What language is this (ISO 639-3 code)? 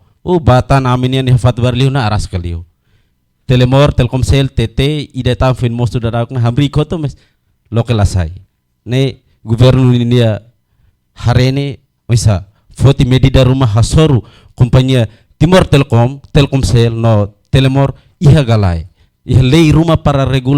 tet